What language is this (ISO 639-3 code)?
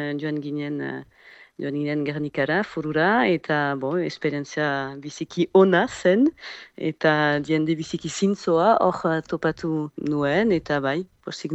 eus